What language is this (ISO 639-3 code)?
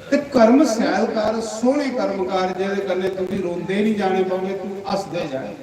doi